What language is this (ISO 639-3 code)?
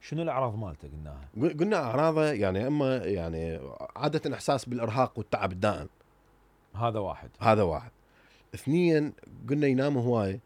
acm